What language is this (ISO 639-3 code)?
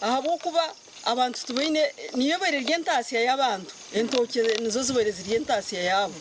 nyn